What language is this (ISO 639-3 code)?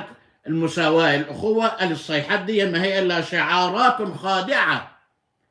arz